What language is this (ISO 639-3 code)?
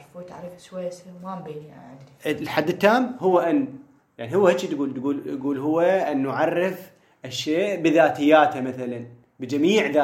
acm